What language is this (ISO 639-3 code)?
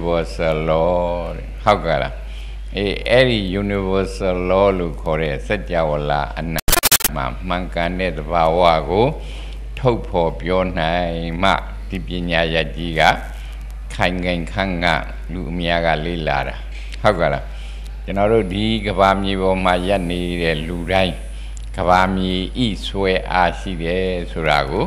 mya